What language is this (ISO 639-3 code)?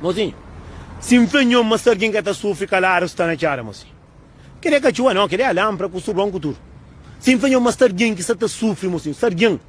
kea